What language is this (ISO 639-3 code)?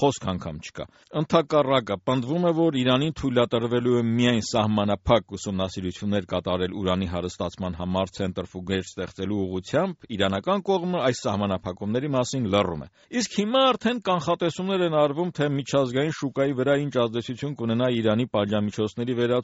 hye